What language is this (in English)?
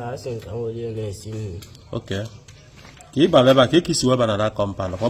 Igbo